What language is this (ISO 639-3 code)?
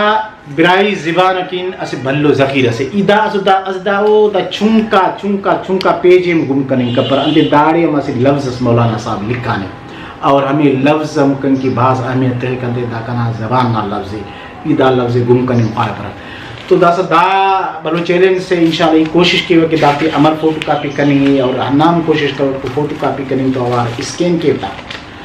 brh